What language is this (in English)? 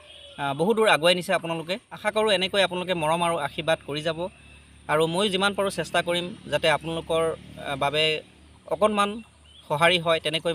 Assamese